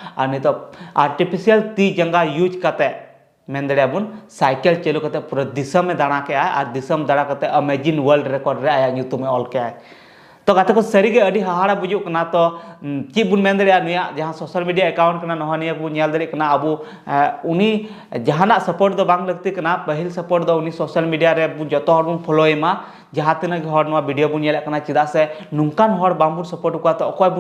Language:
Santali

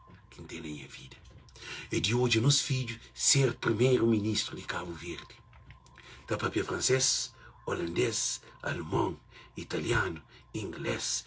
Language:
Kabuverdianu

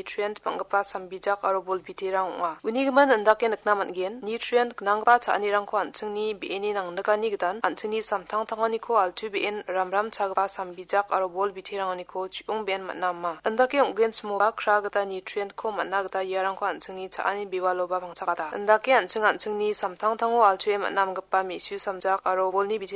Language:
Garo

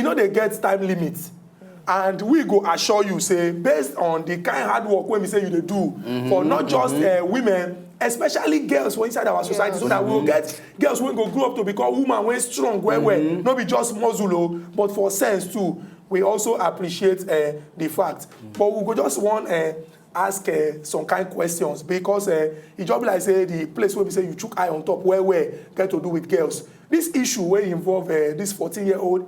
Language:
Nigerian Pidgin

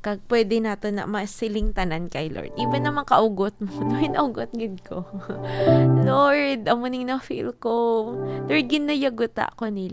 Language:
Hiligaynon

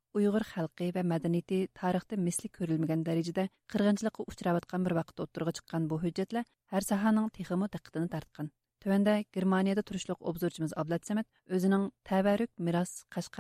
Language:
Uyghur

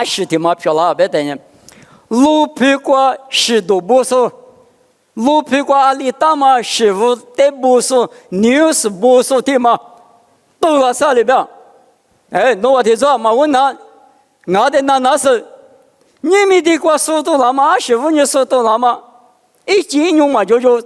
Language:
Lisu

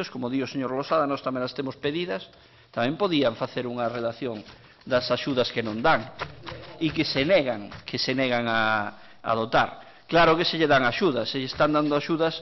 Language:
Galician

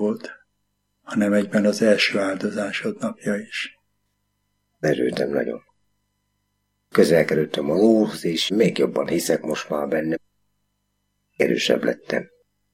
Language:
Hungarian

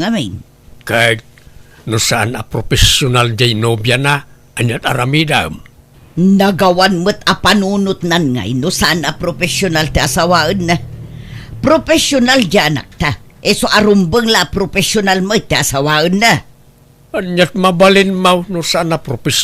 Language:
Iloko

